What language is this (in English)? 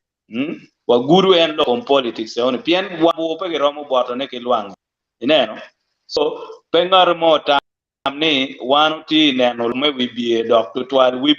Acoli